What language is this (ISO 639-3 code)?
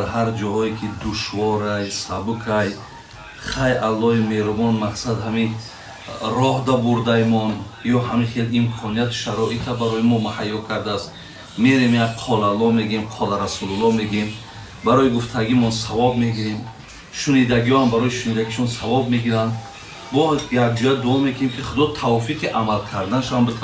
tgk